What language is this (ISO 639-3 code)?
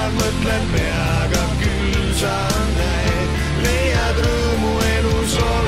est